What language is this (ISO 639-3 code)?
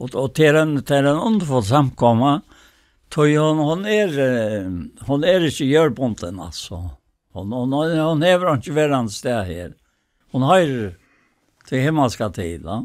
fao